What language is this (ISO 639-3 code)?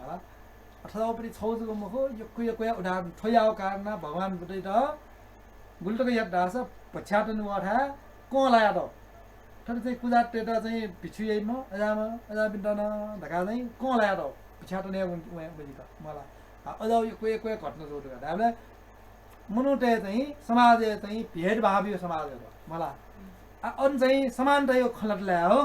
new